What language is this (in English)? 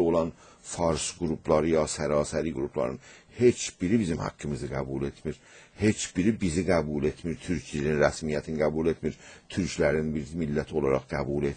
South Azerbaijani